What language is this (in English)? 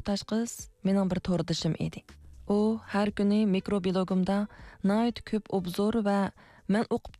Uyghur